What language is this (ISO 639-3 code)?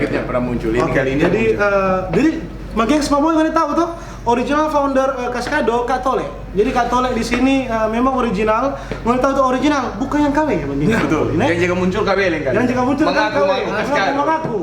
xmm